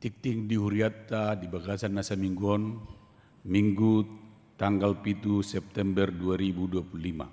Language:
Batak Toba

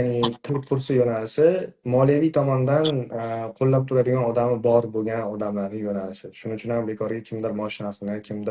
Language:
Uzbek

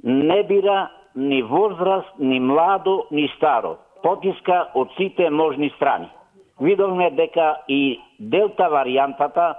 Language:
Macedonian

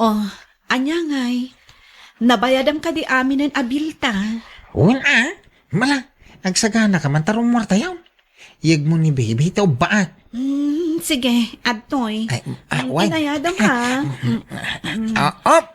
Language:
Iloko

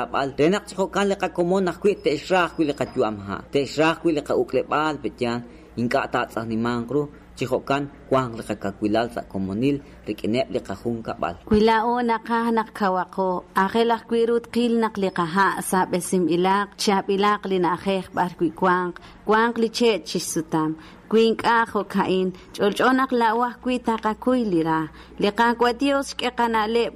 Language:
Kekchí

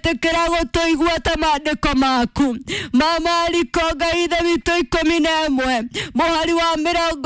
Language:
Kikuyu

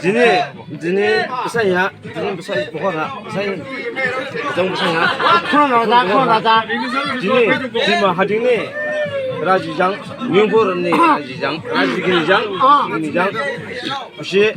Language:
Dimasa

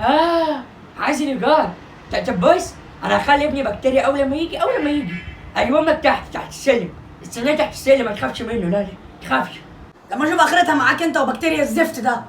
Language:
Egyptian Arabic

